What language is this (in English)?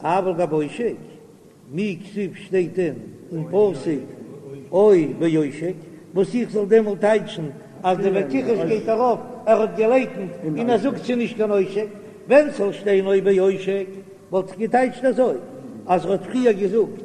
Yiddish